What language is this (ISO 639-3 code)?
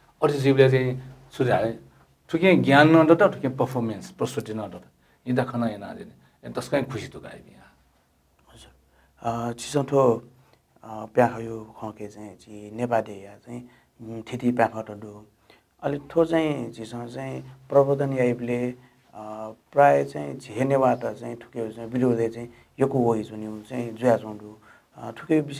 new